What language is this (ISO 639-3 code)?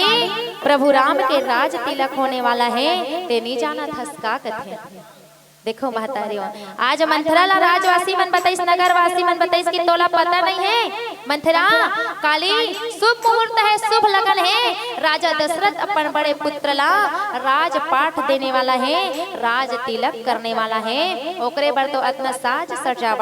hne